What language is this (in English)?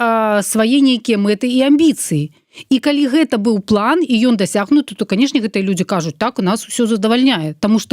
Belarusian